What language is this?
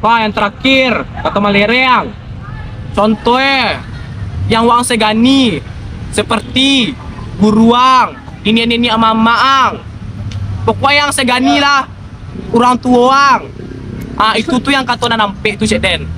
Minangkabau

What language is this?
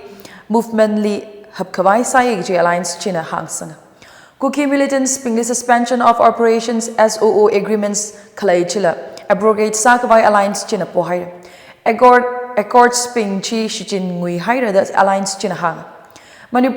Tangkhul Naga (India)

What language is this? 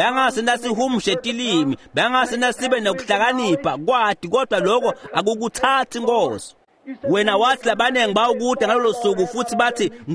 Swati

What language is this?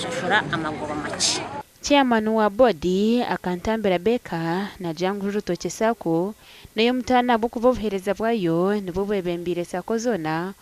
Nyankole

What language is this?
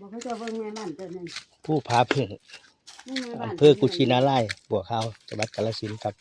Northeastern Thai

